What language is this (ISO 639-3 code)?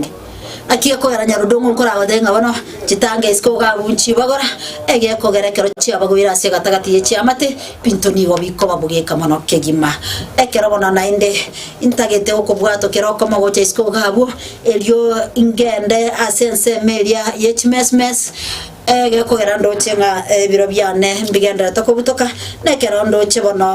guz